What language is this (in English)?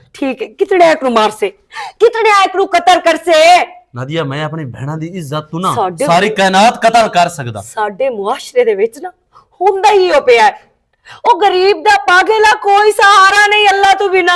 Western Panjabi